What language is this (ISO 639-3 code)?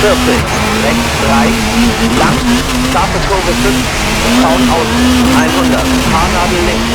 bar